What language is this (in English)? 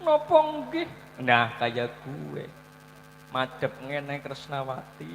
Javanese